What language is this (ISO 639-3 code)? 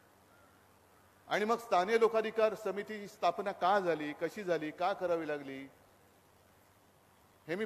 mar